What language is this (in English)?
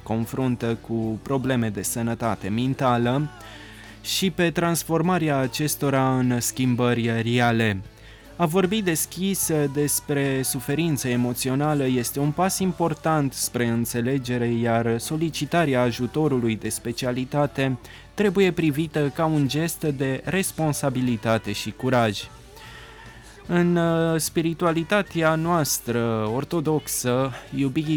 Romanian